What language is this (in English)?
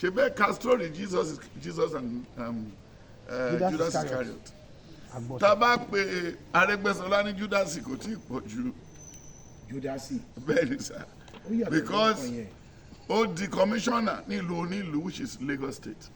Yoruba